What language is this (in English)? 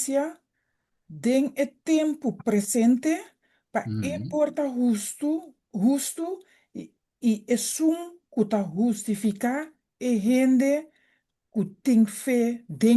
Papiamento